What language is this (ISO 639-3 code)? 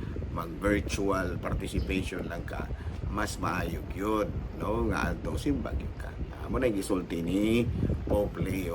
ceb